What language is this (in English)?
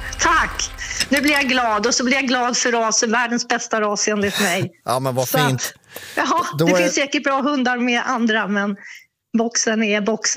Swedish